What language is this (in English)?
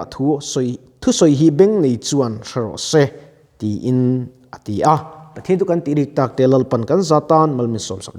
Mizo